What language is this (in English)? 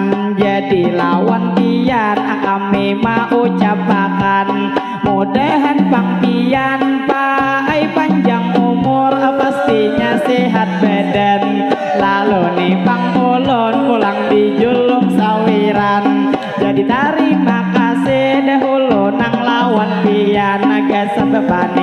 Banjar